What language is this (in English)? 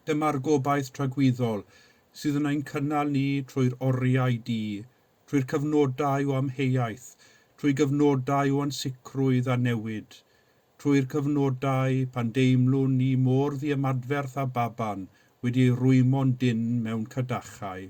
Welsh